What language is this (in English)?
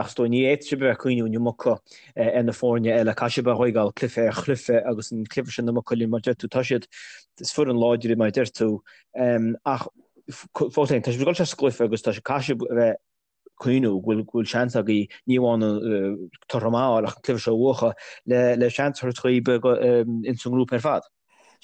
Irish